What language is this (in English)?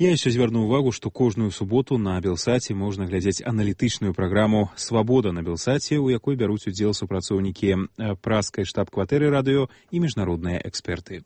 Belarusian